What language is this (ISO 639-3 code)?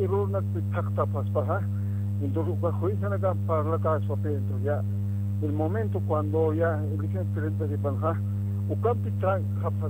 aym